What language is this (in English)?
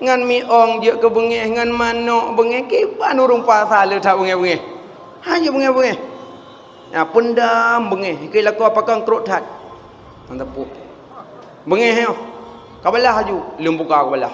Achinese